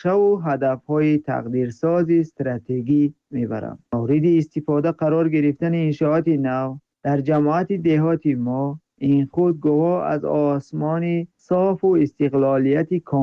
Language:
Tajik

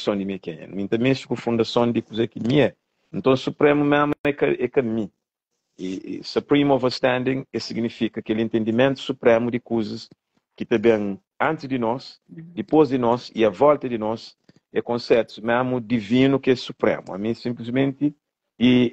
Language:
Kabuverdianu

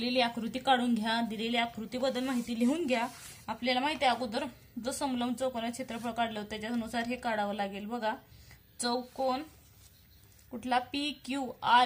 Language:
Marathi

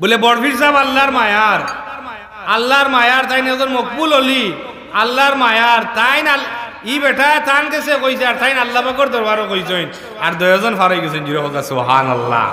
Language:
Sylheti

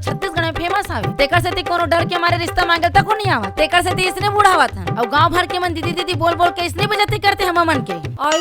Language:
Chhattisgarhi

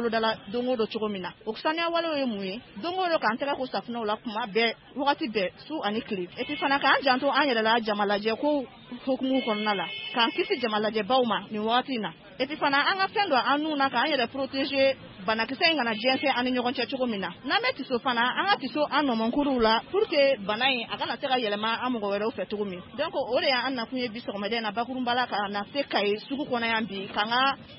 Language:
Bambara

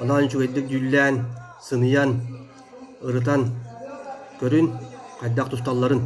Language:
Yakut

